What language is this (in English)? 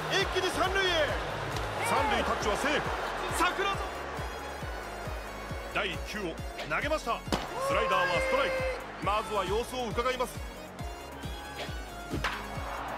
Japanese